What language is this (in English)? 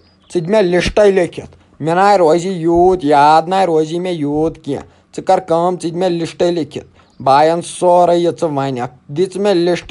Kashmiri